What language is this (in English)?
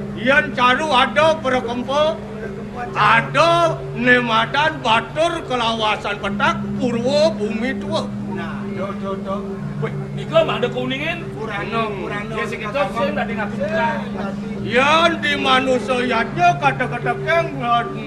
Balinese